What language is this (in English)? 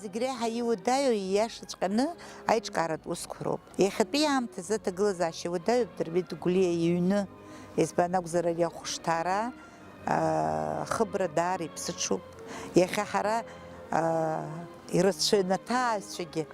Abkhazian